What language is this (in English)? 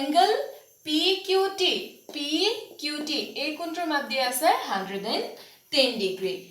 Assamese